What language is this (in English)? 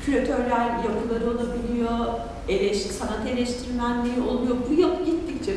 Turkish